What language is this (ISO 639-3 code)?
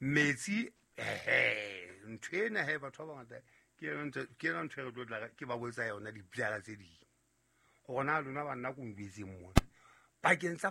sot